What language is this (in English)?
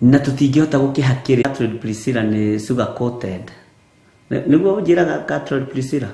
Kikuyu